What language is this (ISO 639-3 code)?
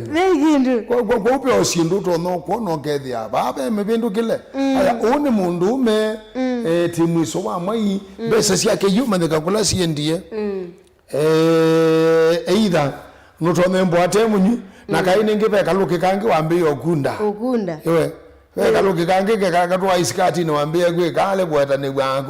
kam